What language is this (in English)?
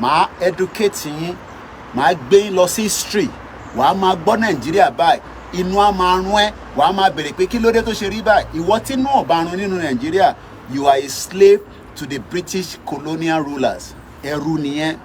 Yoruba